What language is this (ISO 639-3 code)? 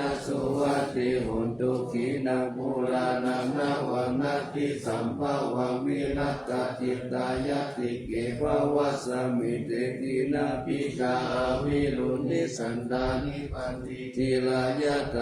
pli